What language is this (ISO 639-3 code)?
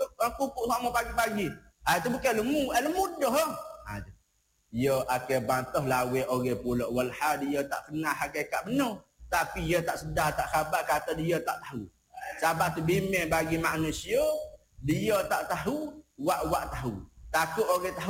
msa